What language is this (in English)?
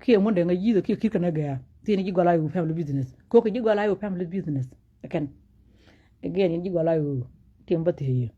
Nuer